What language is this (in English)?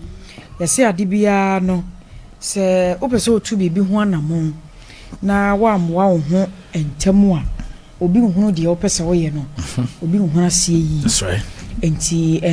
Akan